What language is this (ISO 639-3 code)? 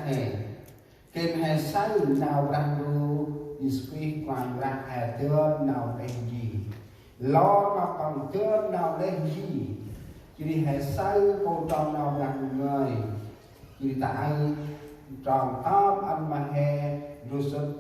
cmo